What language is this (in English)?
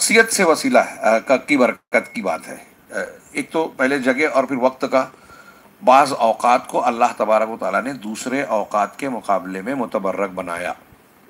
Urdu